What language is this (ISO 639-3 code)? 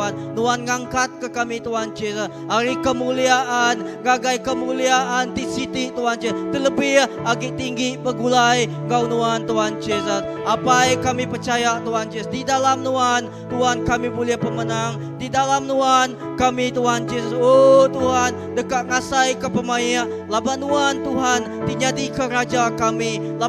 iba